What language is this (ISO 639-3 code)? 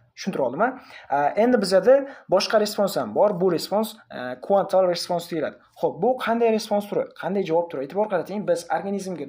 uzb